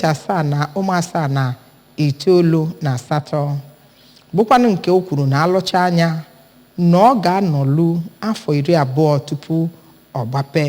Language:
Igbo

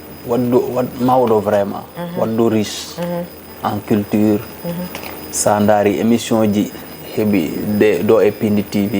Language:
Fula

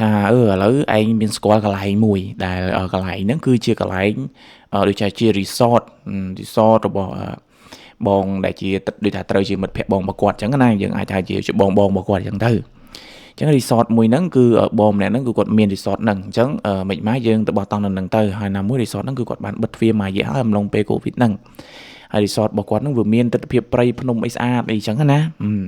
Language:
Khmer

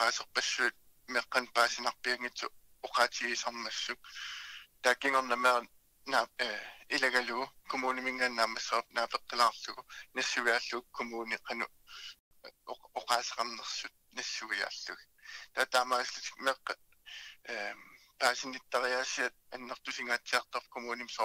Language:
Kalaallisut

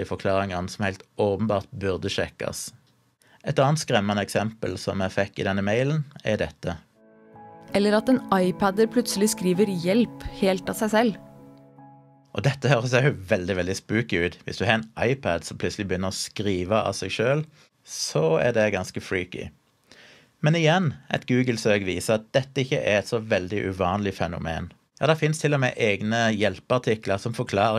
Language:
Norwegian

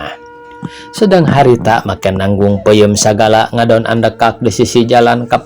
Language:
Sundanese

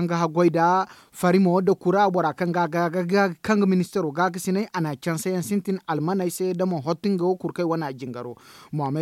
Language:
Zarma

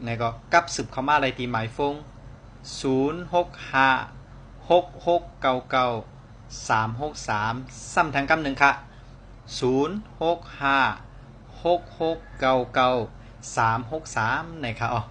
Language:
Shan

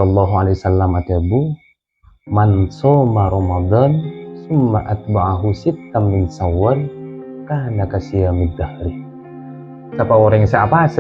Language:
Madurese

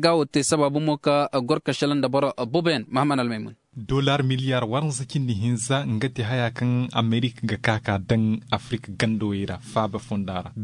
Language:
Zarma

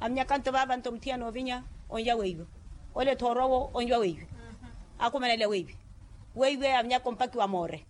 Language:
Makhuwa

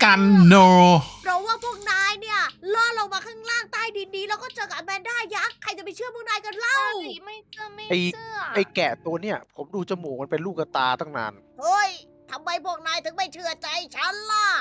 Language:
Thai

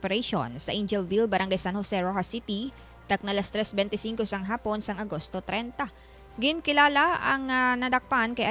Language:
Hiligaynon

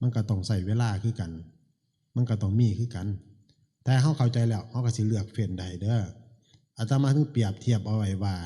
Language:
Northeastern Thai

